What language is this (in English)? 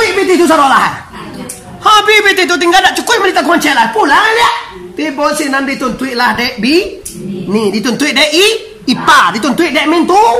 Minangkabau